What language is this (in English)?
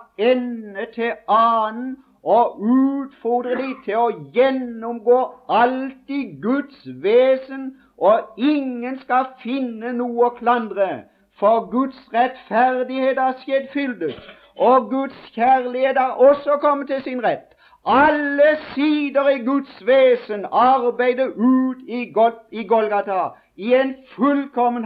Norwegian